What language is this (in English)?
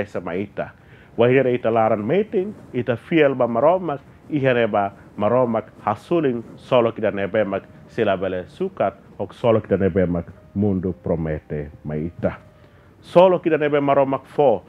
Tetum